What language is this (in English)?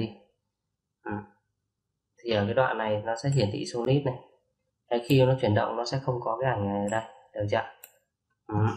Vietnamese